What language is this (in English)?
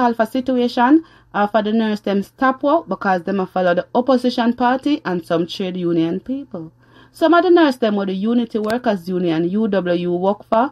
Jamaican Creole English